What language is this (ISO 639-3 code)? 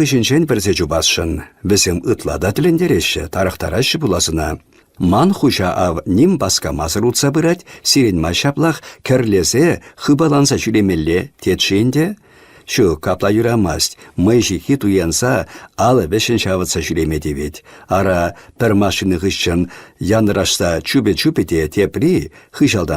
chv